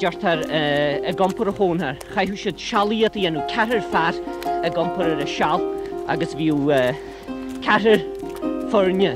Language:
Irish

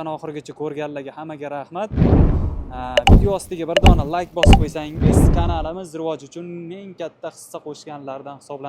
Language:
Uzbek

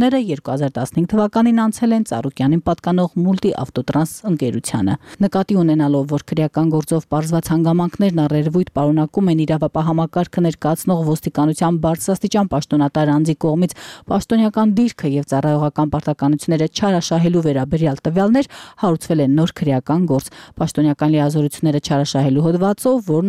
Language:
Armenian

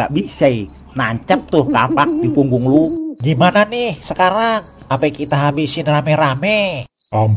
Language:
Betawi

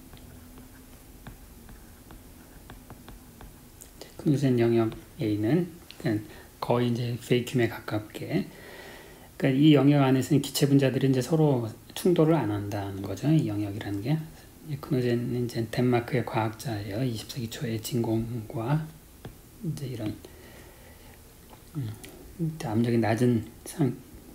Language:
Korean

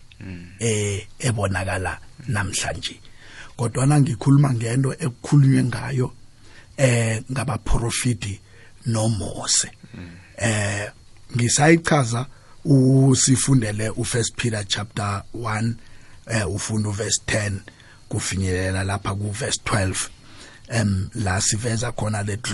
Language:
South Ndebele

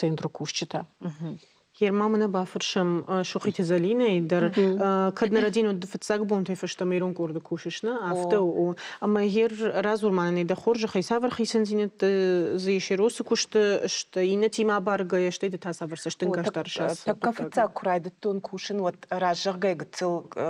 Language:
Ossetic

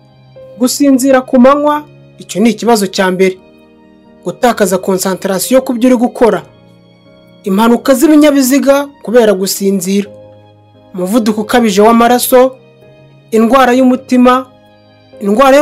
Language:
Kinyarwanda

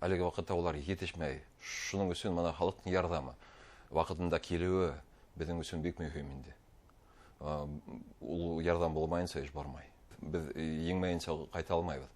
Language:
Bashkir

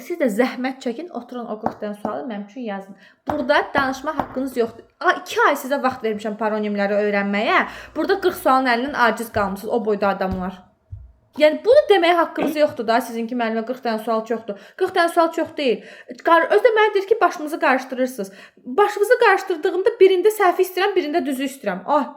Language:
Azerbaijani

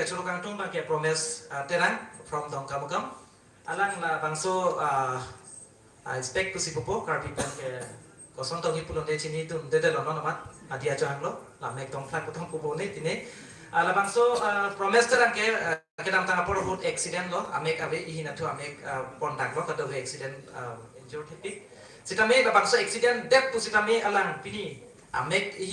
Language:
Karbi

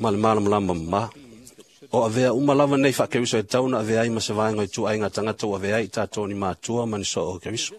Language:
Samoan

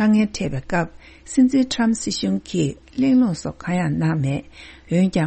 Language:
Tibetan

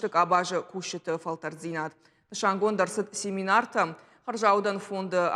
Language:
Ossetic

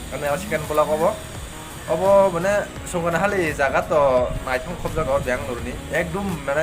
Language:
Kok Borok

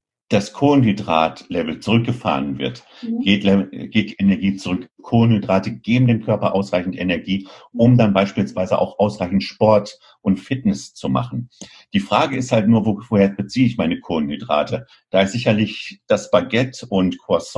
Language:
German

